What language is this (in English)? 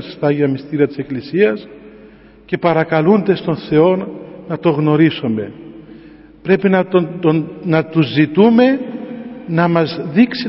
Greek